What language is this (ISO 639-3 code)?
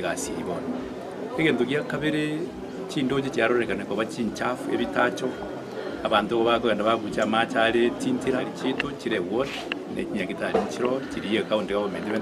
guz